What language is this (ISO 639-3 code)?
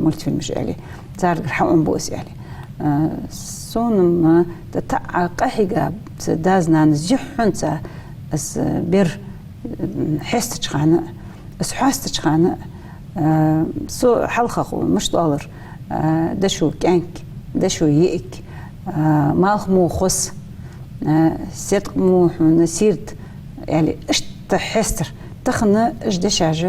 inh